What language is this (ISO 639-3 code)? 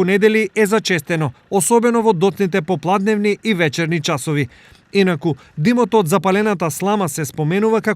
mkd